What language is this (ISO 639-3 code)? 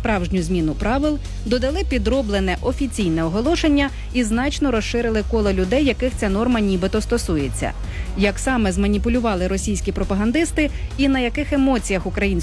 ukr